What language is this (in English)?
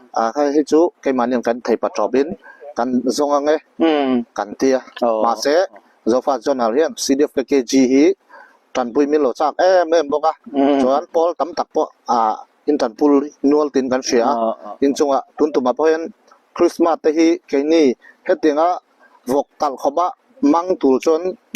Mizo